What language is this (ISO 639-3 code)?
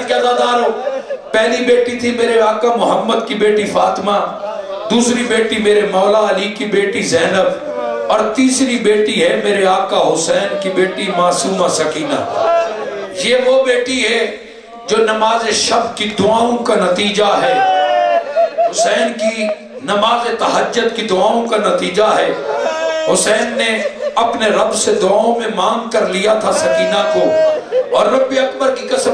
urd